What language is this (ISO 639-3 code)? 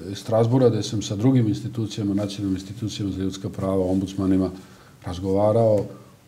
srp